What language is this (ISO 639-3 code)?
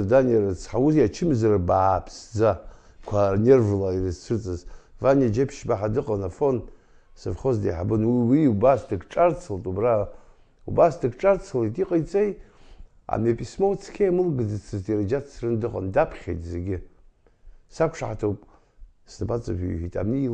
abk